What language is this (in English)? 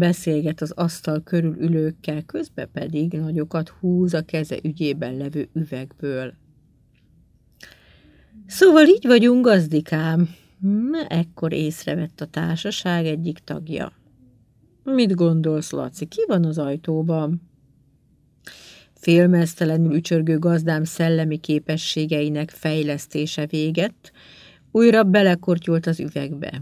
Hungarian